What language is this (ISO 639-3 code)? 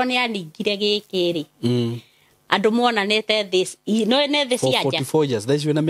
kik